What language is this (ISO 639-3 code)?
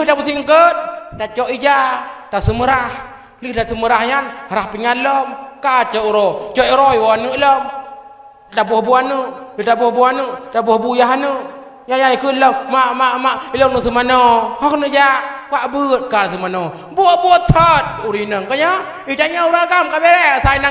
ace